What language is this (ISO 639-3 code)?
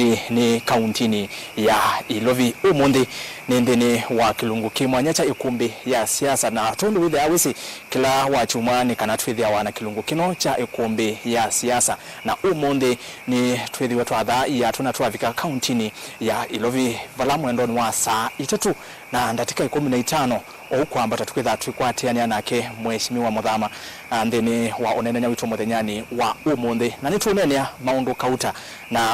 kam